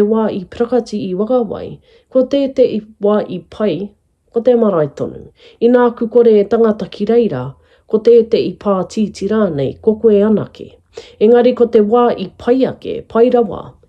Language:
Māori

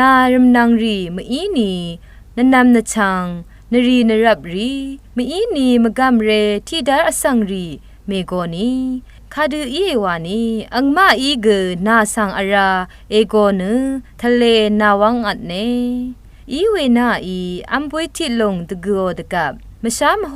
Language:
Rawang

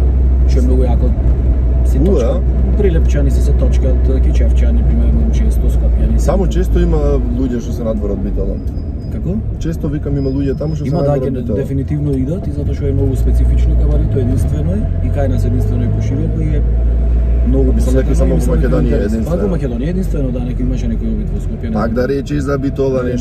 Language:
Macedonian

